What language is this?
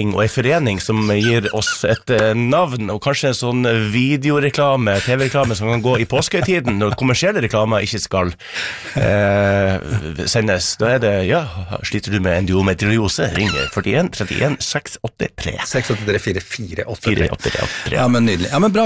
Norwegian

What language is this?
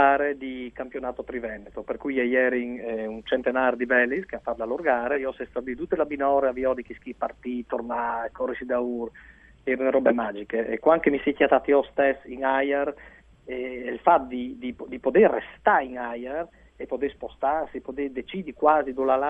Friulian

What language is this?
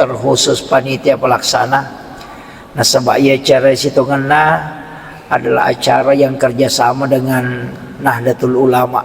Buginese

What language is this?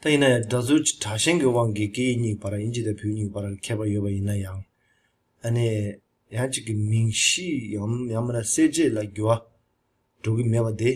Tibetan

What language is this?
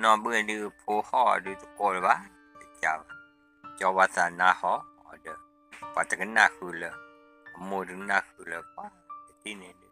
S'gaw Karen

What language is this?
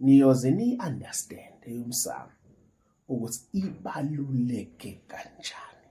Zulu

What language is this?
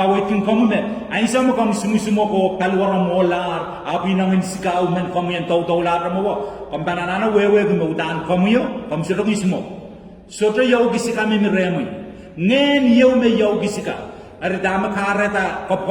Pohnpeian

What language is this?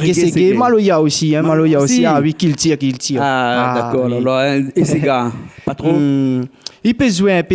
Réunion Creole French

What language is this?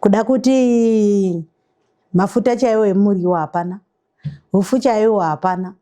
Shona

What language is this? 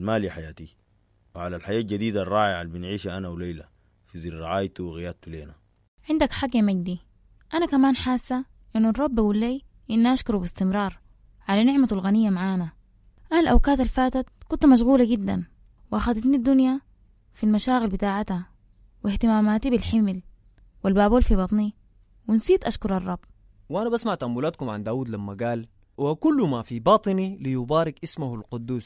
Sudanese Arabic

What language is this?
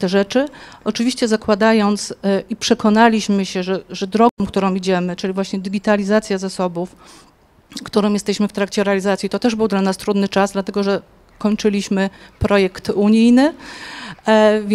Polish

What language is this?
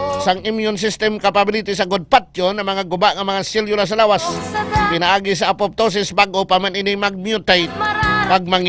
Hiligaynon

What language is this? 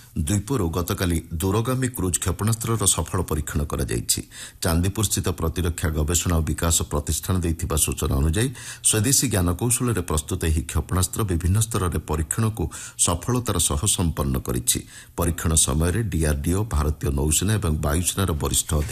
Odia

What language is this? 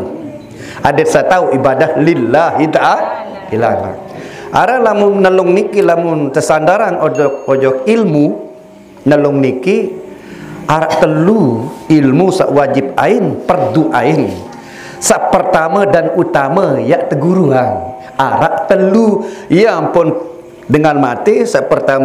Sasak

